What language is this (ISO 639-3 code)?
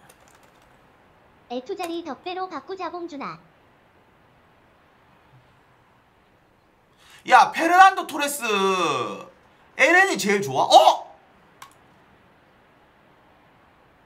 kor